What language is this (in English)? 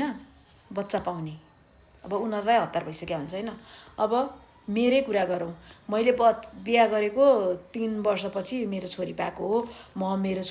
Nepali